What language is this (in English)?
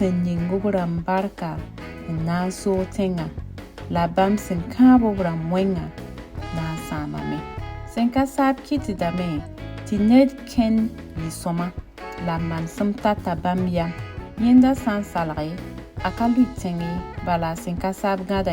Mossi